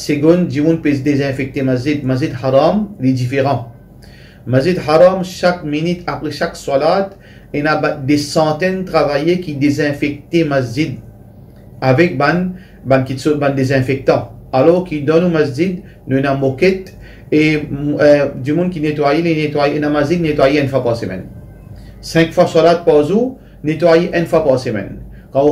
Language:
Morisyen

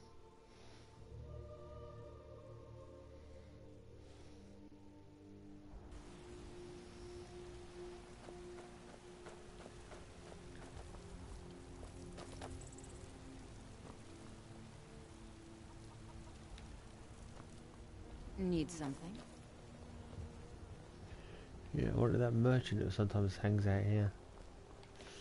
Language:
English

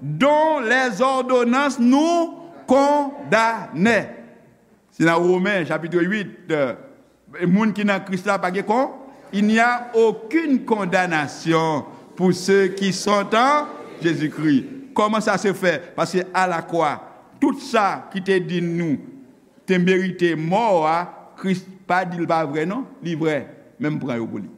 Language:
Haitian Creole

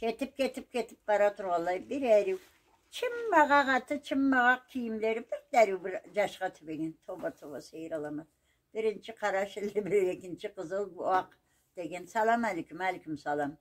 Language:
Karachay-Balkar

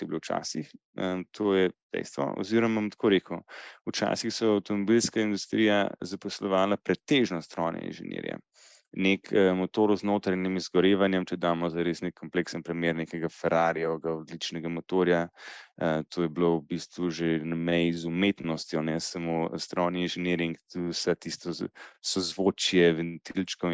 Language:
Slovenian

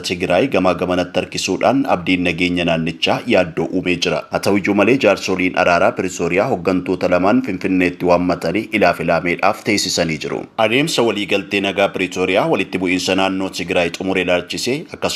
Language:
Oromo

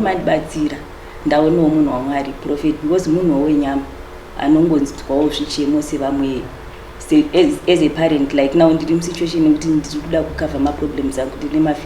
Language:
Shona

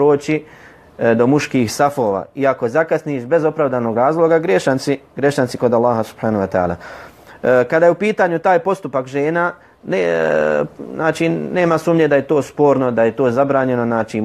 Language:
Bosnian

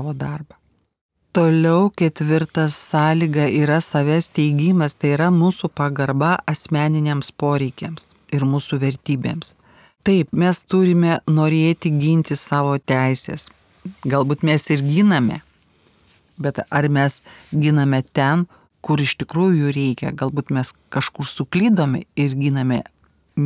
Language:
Lithuanian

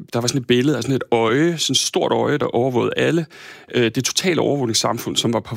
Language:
Danish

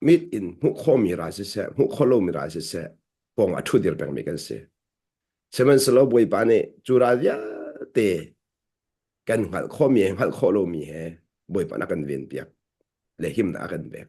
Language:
Hakha Chin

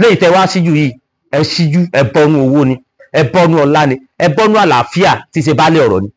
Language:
Yoruba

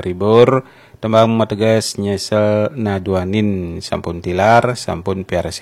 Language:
Balinese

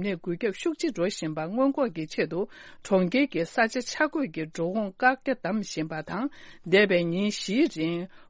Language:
Tibetan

